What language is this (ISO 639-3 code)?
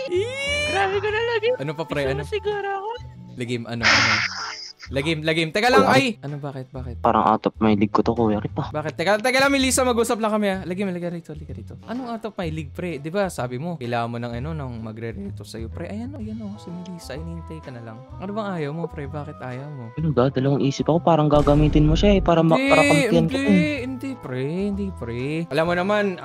fil